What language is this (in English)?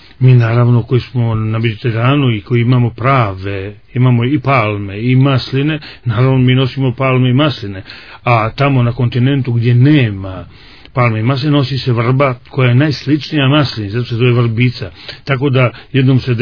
Croatian